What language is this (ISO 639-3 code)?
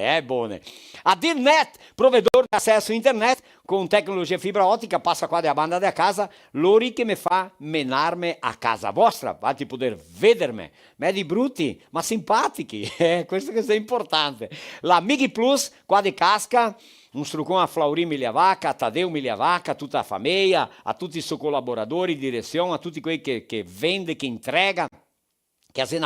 vec